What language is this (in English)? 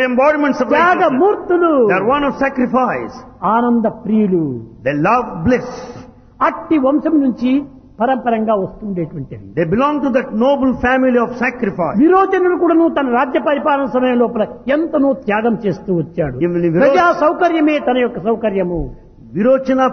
Telugu